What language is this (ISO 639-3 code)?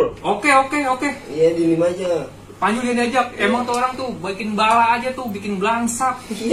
bew